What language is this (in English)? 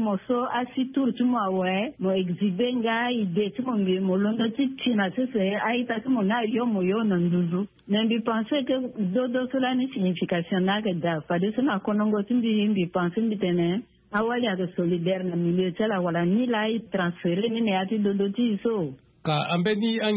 Sango